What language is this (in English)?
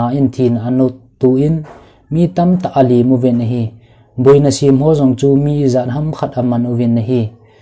Thado Chin